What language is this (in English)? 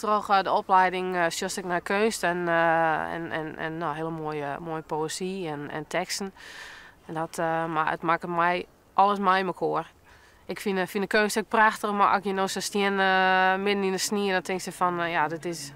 Western Frisian